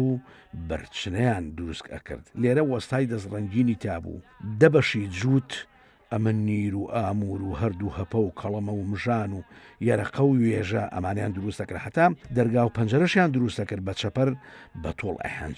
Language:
Central Kurdish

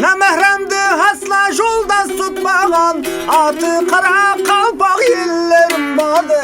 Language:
Kara-Kalpak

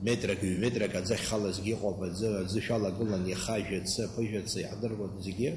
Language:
Abkhazian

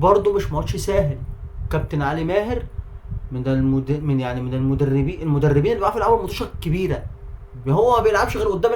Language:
Egyptian Arabic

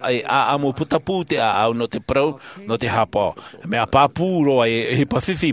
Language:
Tahitian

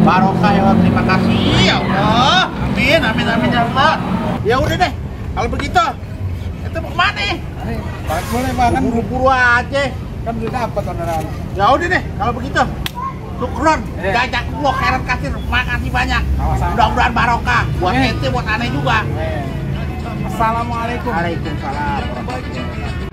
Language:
Betawi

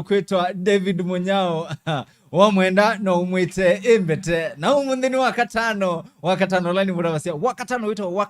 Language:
Kamba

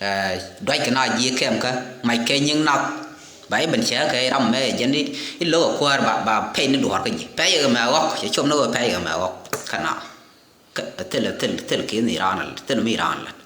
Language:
Nuer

